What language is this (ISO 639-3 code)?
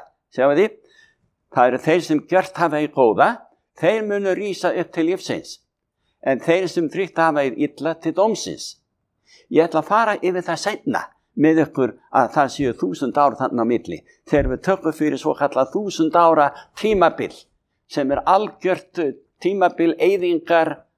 isl